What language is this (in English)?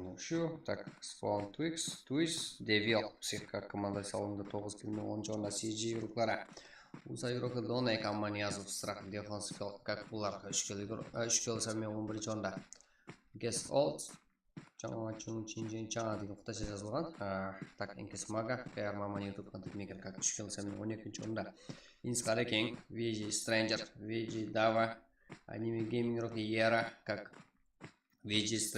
Kara-Kalpak